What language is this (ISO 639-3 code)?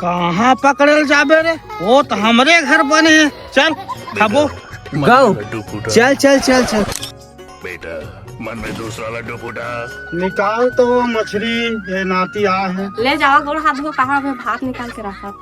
hne